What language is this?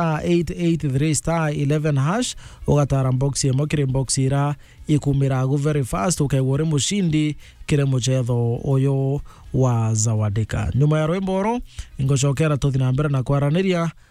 Meru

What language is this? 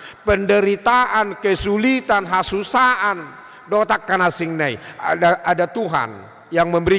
Batak Toba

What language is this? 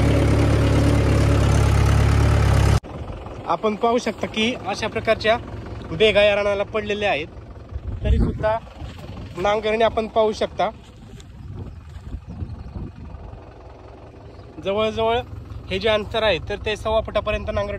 Marathi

